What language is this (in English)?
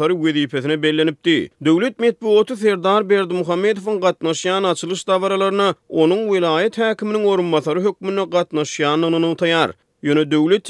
Turkmen